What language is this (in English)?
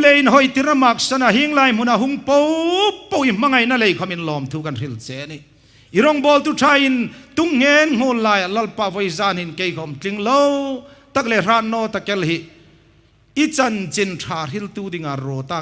Hmar